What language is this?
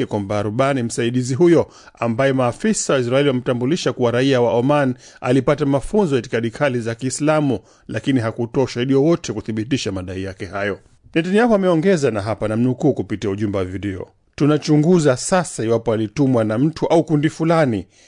Swahili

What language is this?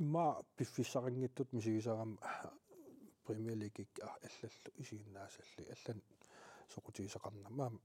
Kalaallisut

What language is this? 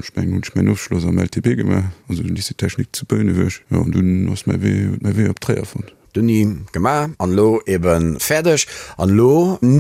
Luxembourgish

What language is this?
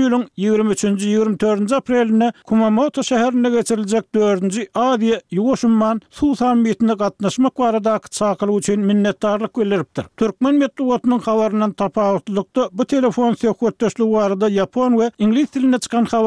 Turkmen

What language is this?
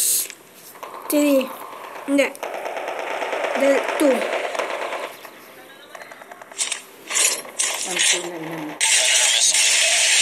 Filipino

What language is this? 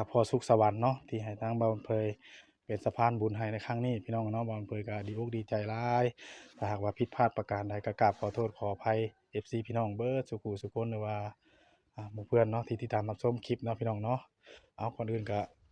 Northeastern Thai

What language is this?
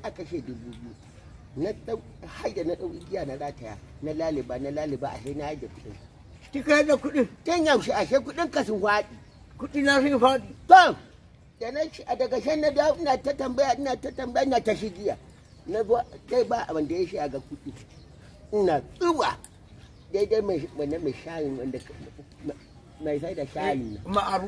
Hausa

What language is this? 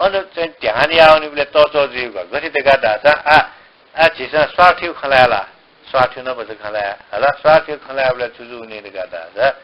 Newari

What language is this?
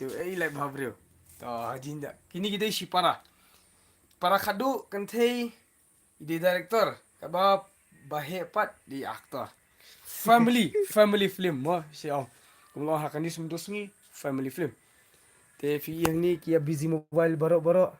Khasi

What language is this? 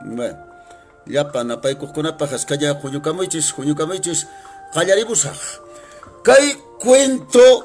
Quechua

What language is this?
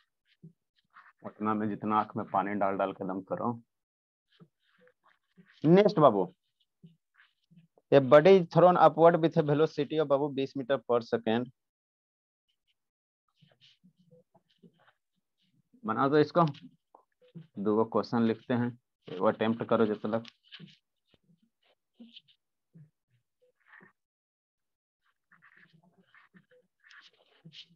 Hindi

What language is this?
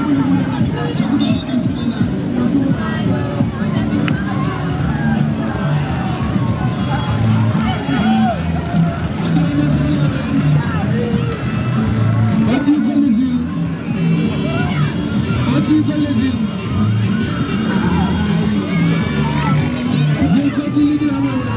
Fula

